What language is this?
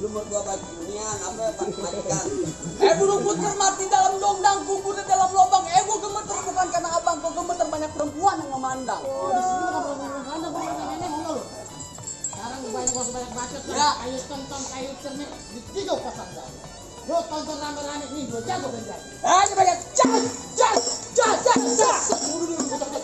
Betawi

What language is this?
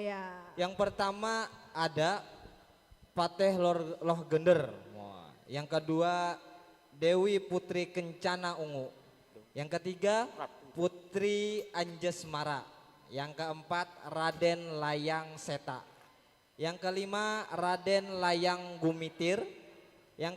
Banjar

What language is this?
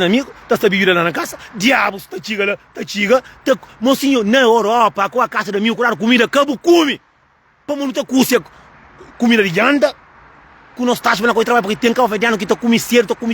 Kabuverdianu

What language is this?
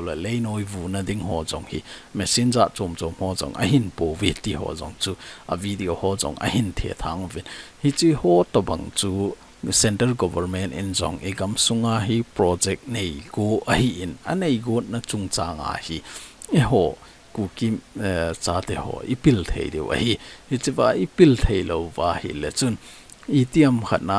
Thado Chin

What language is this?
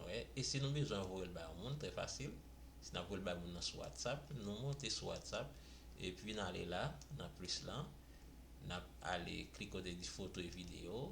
Haitian Creole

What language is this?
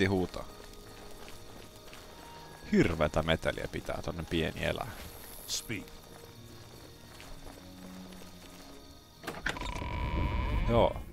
Finnish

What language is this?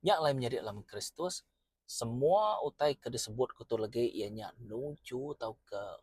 Iban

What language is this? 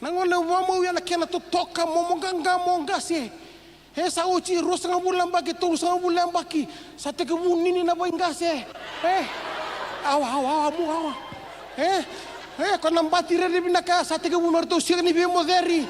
Fijian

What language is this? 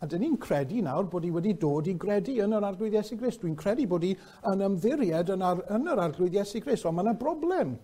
Welsh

